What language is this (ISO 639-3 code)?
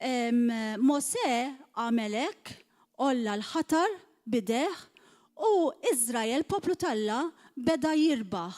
mlt